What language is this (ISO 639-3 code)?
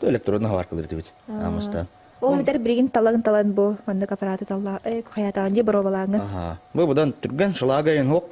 sah